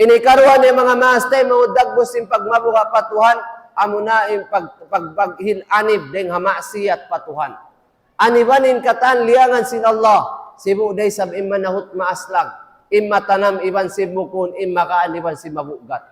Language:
Tausug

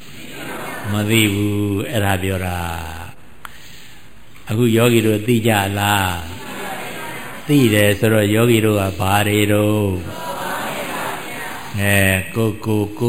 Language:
Burmese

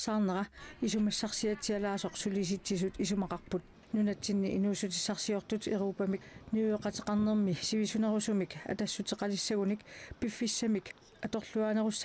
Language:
Kalaallisut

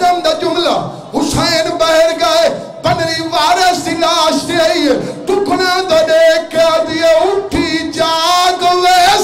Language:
Saraiki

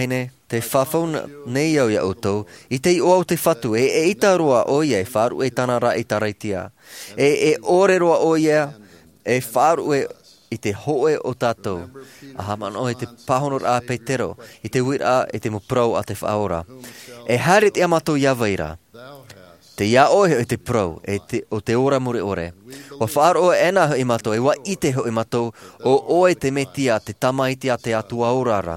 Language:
Tahitian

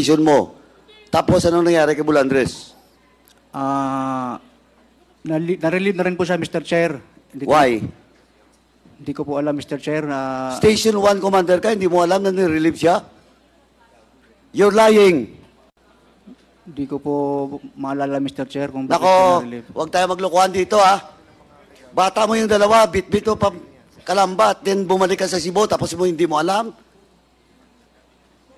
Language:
Filipino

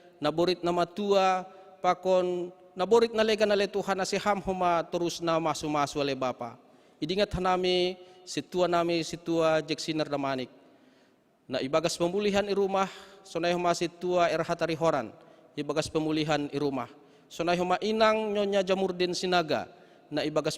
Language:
Batak Simalungun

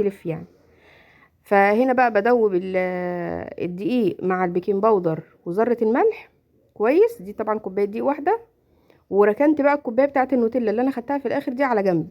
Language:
Egyptian Arabic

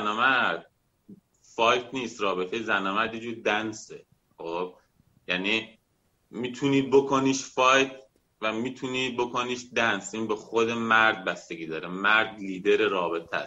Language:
Persian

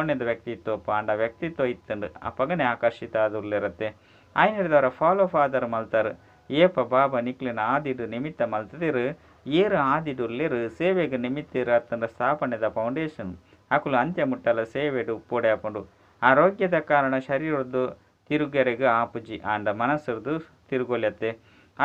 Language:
Tulu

